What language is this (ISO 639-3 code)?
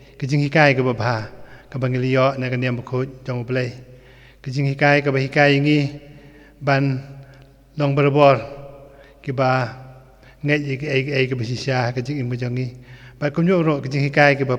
kha